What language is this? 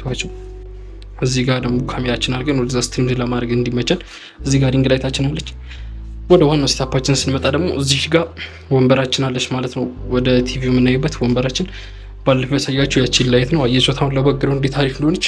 Amharic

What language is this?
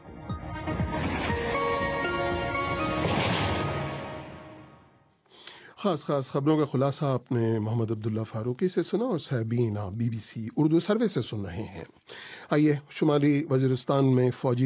Urdu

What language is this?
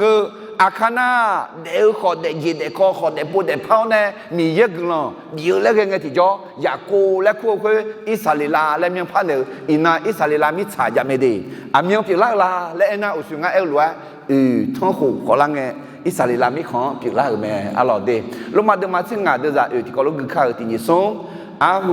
Akha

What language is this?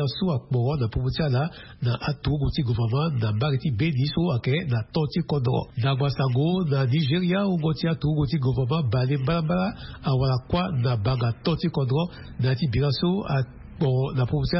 Sango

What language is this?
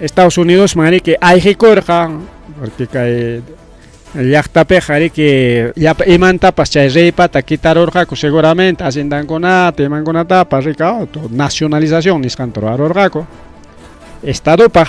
Ayacucho Quechua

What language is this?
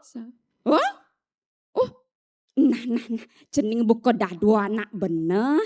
Balinese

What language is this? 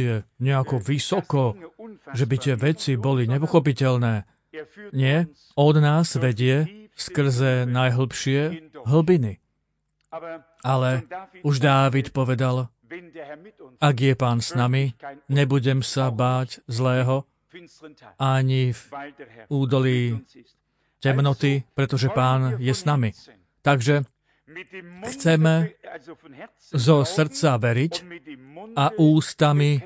Slovak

